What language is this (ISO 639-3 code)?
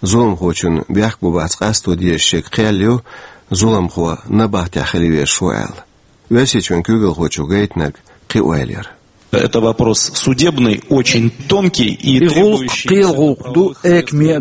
che